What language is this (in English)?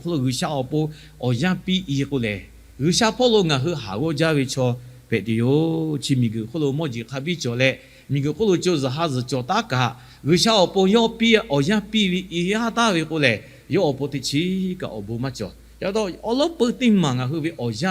Lahu